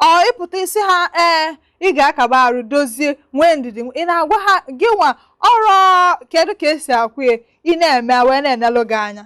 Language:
Igbo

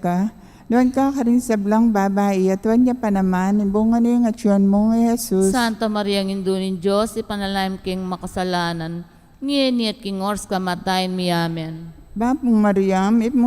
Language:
Pampanga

